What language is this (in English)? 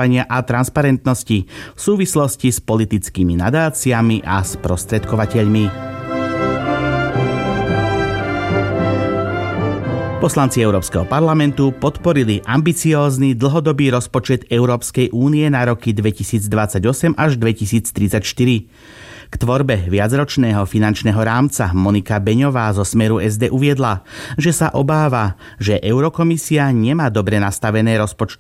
Slovak